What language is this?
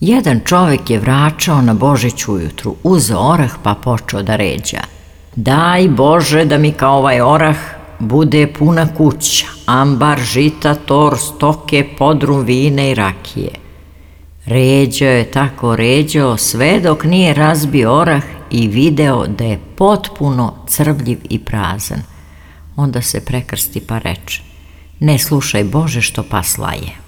Serbian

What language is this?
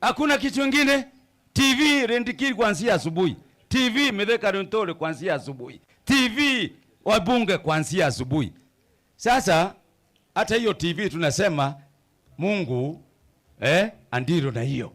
Meru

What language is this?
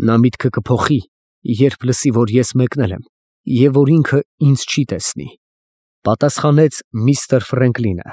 Armenian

